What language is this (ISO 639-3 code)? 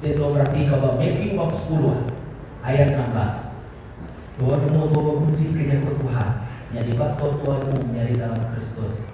iba